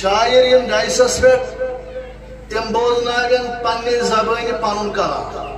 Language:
Kashmiri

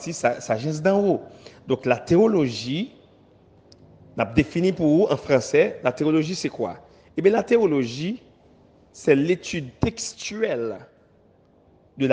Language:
French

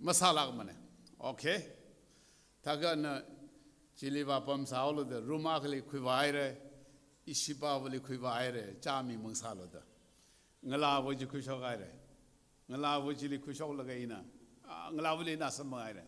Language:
Tangkhul Naga (India)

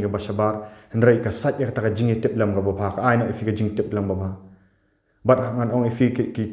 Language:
Khasi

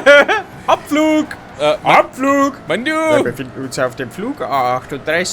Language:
Bavarian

